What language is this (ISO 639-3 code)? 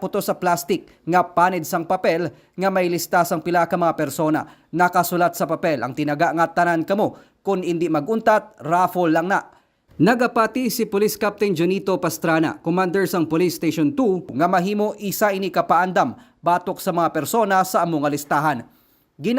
hil